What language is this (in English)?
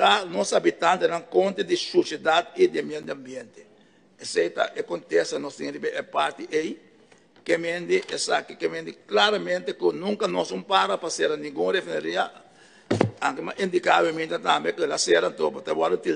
Papiamento